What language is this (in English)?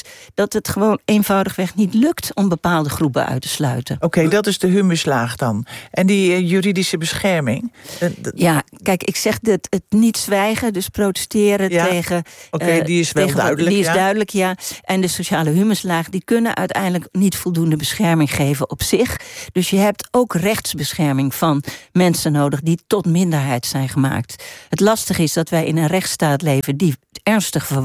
Dutch